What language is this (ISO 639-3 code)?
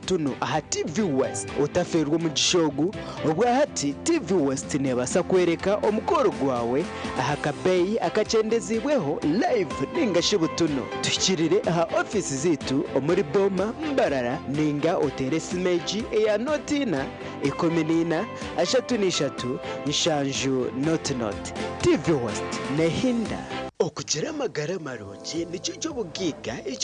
nyn